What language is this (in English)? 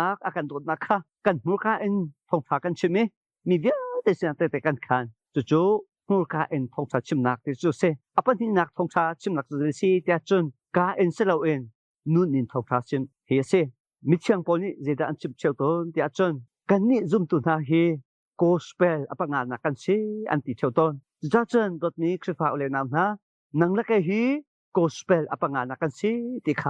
Hakha Chin